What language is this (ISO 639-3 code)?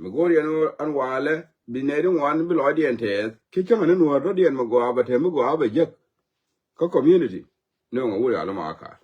nus